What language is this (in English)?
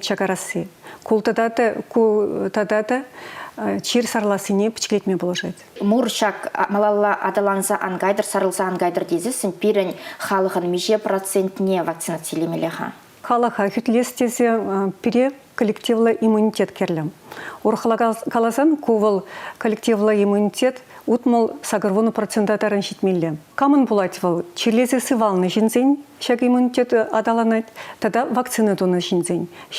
Chuvash